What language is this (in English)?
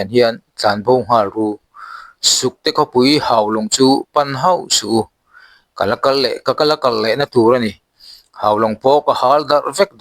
Mizo